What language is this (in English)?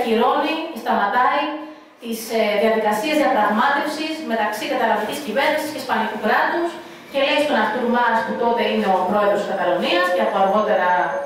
Greek